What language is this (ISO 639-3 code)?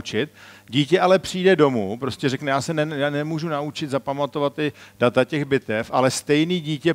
ces